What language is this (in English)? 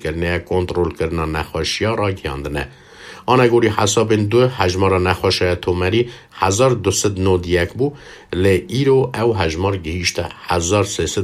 Kurdish